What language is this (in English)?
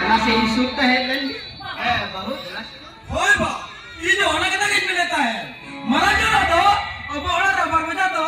Santali